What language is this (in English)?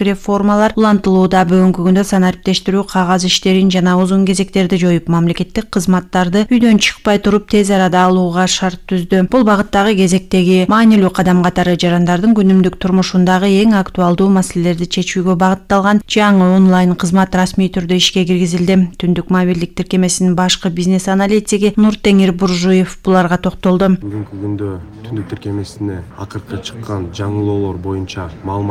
Kyrgyz